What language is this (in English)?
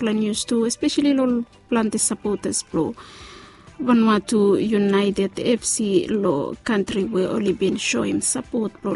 Bislama